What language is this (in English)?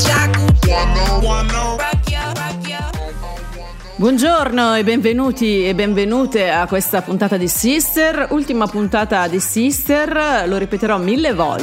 Italian